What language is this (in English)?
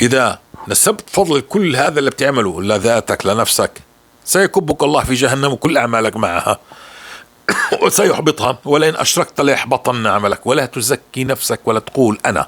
North Levantine Arabic